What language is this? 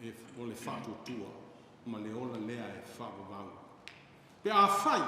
Samoan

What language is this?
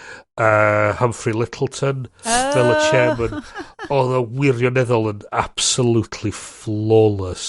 Welsh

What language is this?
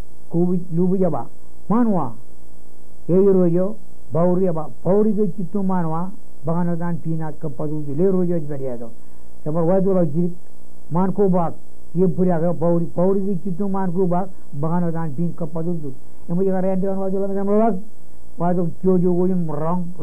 Marshallese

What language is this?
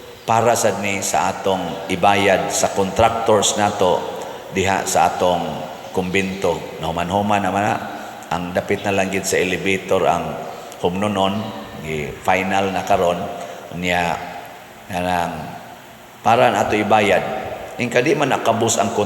Cebuano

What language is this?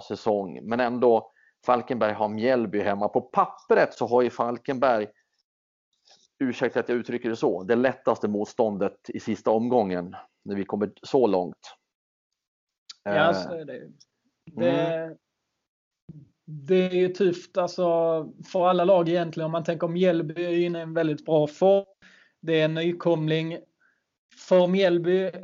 Swedish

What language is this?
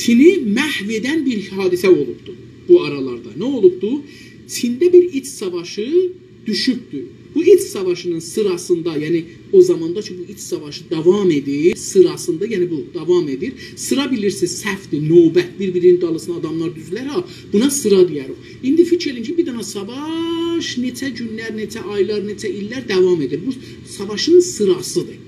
South Azerbaijani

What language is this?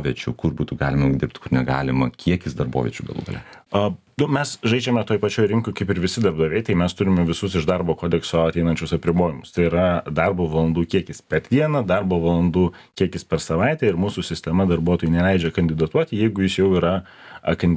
Lithuanian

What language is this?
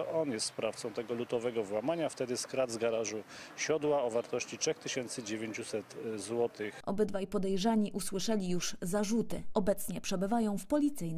Polish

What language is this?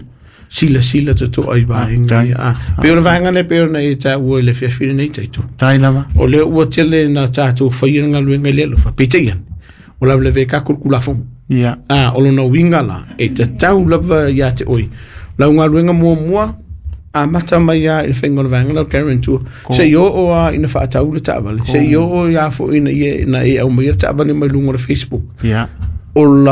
Samoan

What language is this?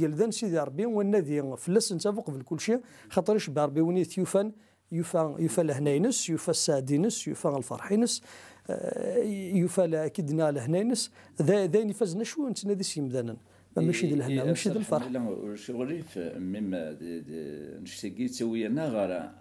Kabyle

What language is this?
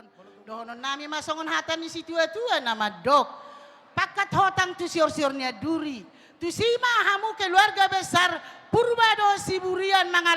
Batak Toba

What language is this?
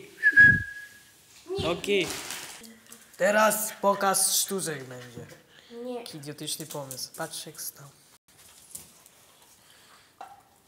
Polish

